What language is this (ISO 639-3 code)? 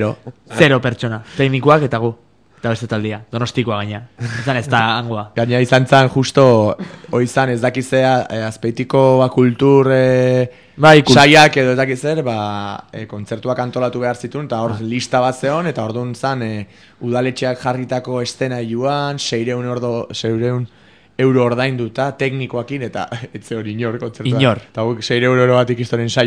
eus